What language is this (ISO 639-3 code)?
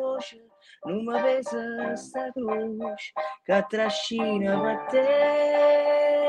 ita